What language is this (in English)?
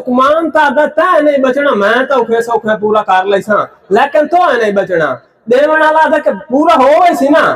Saraiki